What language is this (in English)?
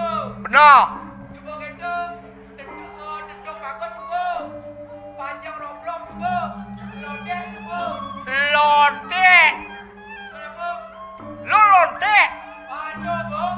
Balinese